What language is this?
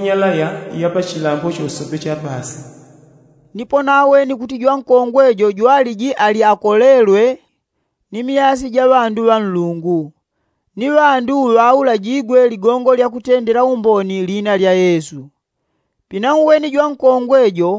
Yao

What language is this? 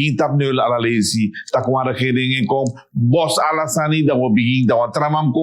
Sranan Tongo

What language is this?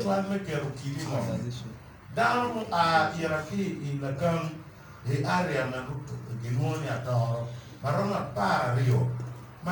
Acoli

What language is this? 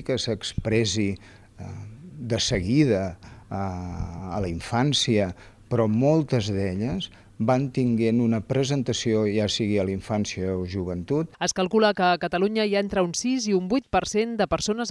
Catalan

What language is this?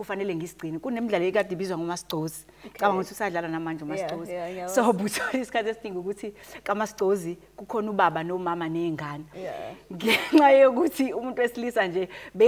Zulu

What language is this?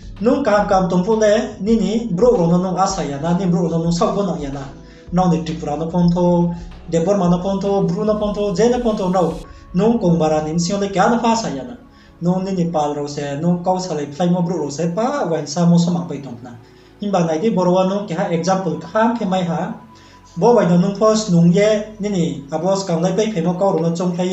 Riang (India)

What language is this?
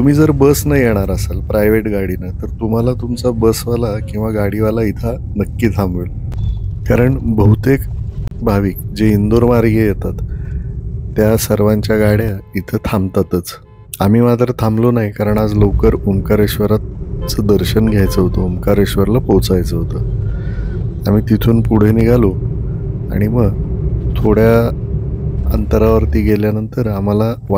Marathi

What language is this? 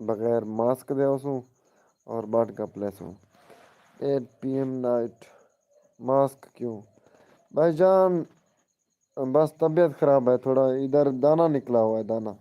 Saraiki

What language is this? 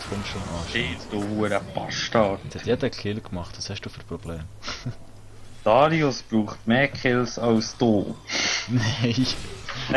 Swiss German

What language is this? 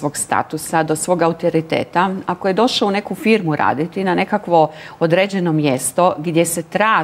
Croatian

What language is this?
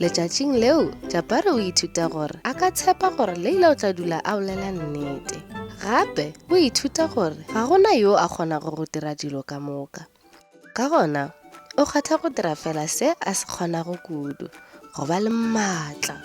Northern Sotho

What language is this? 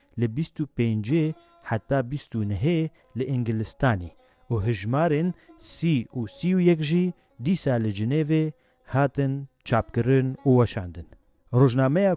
Kurdish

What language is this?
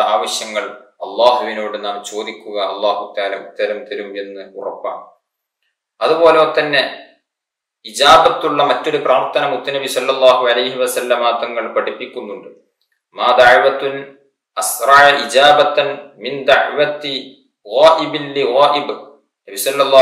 Malayalam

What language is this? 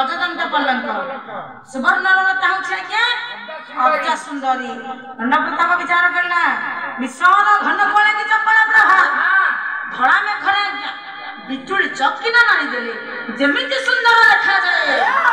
Odia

